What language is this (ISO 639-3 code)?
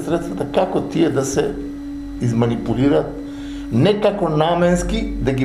mkd